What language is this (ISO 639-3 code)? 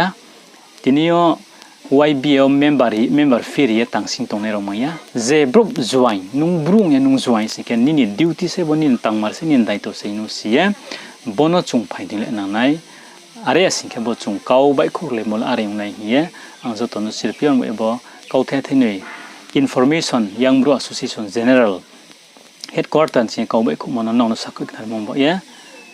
ria